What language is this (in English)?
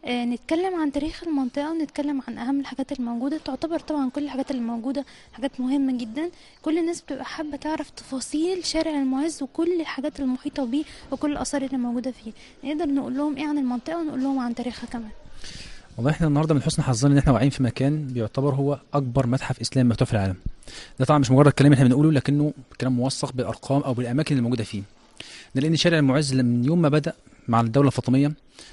Egyptian Arabic